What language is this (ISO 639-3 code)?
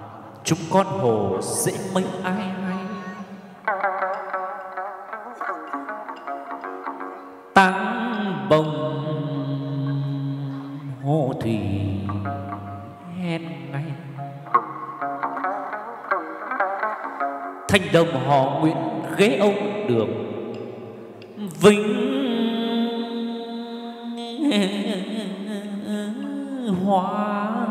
vie